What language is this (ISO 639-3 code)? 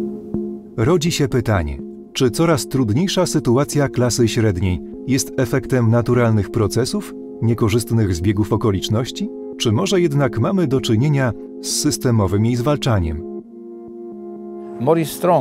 pol